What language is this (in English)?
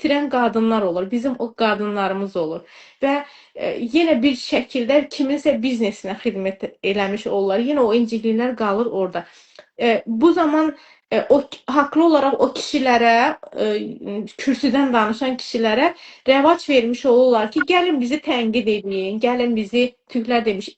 Azerbaijani